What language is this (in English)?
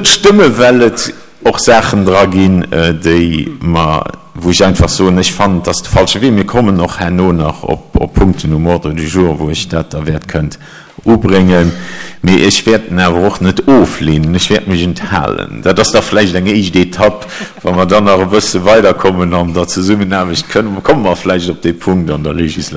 Luxembourgish